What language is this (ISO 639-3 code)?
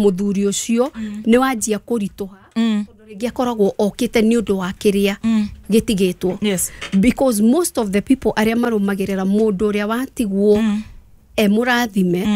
kik